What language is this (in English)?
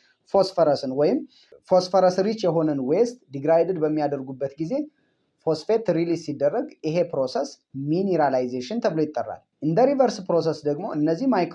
Amharic